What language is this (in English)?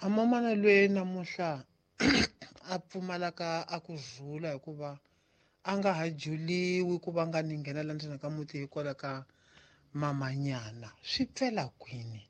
Tsonga